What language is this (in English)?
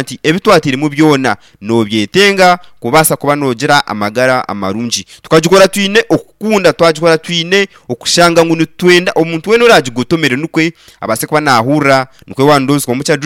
Nyankole